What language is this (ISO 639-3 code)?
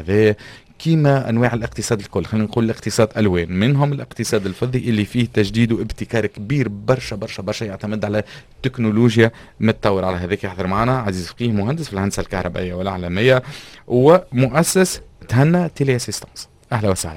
aeb